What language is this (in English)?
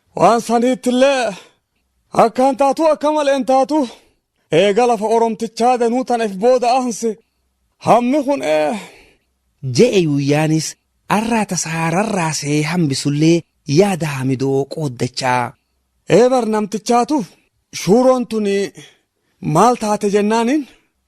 Oromo